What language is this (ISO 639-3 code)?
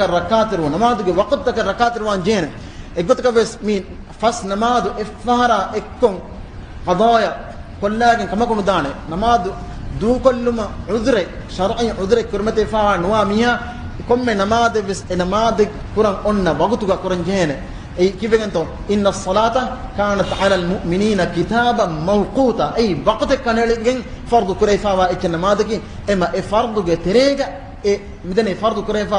div